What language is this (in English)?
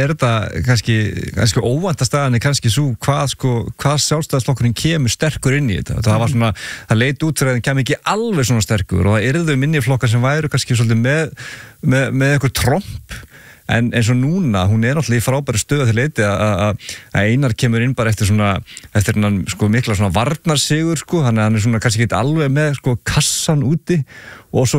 Icelandic